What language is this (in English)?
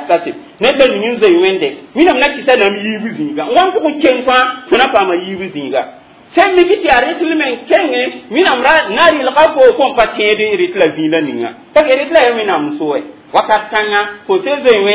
Mossi